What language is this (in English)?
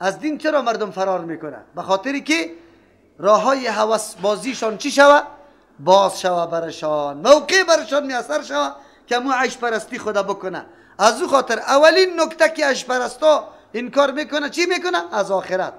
Persian